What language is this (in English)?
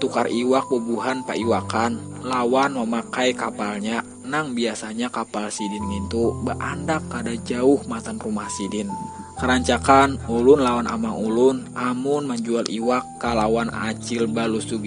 Banjar